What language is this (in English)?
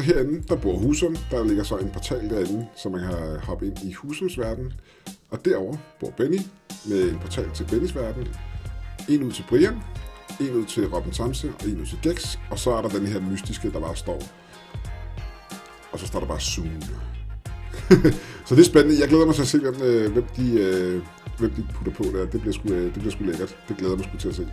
Danish